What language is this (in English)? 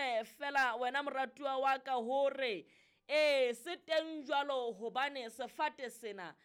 Southern Sotho